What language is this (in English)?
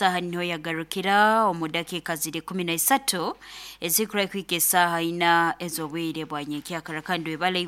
Nyoro